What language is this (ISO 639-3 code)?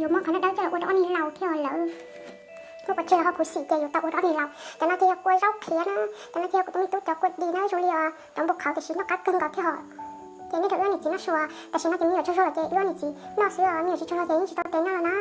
hmn